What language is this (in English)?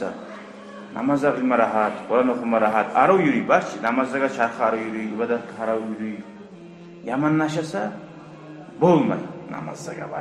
Kumyk